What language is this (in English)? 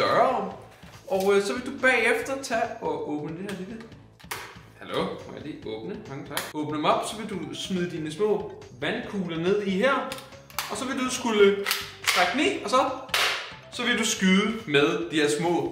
Danish